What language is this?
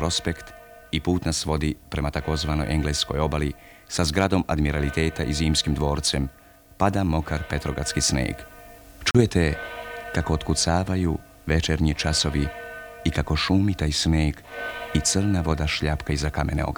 Serbian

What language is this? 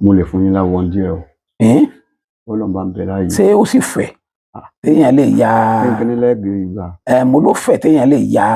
Yoruba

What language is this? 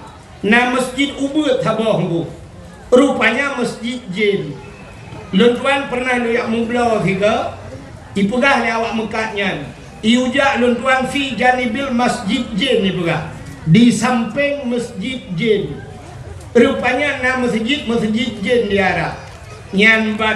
Achinese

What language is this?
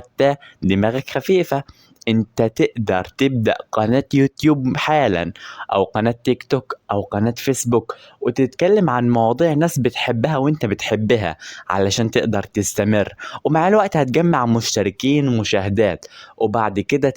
Egyptian Arabic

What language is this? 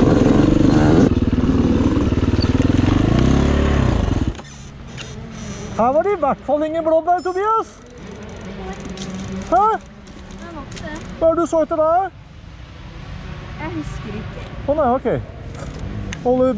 Norwegian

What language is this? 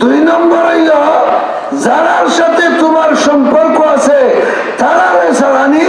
Sylheti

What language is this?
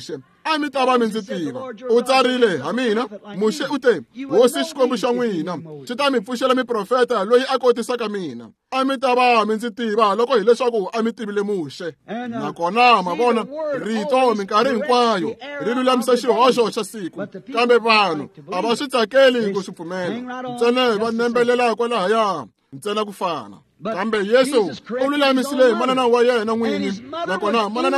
Tsonga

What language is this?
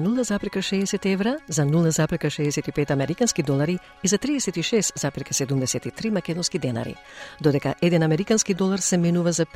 Macedonian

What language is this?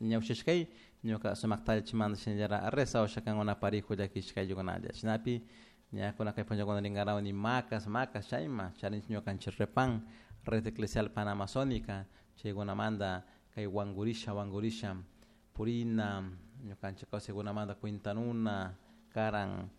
Chimborazo Highland Quichua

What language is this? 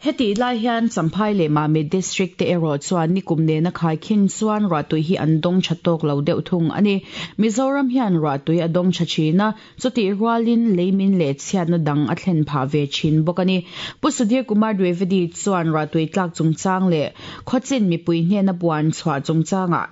Mizo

